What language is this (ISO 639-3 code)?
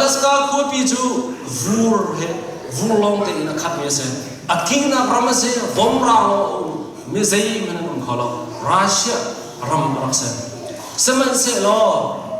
cnh